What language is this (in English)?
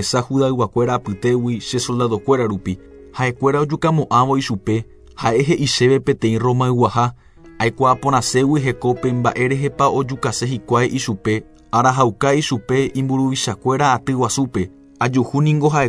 Guarani